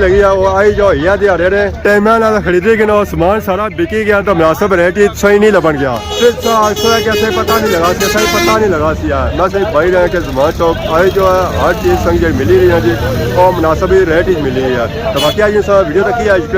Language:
Pahari-Potwari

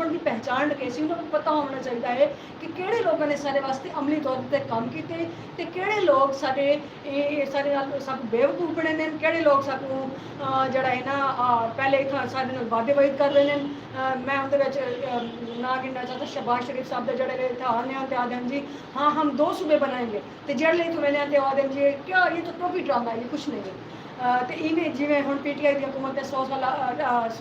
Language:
Saraiki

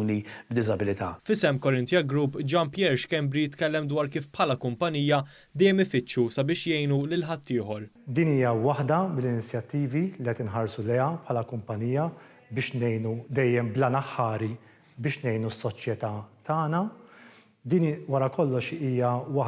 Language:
Maltese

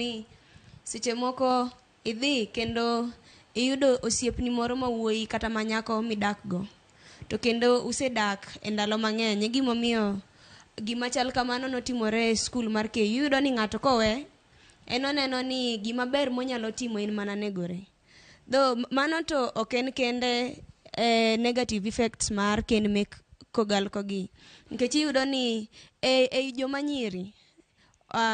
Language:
Luo (Kenya and Tanzania)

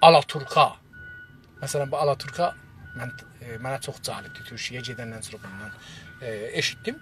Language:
South Azerbaijani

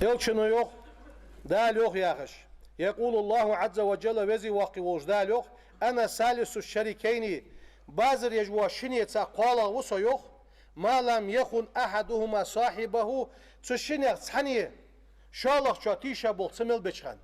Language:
Ingush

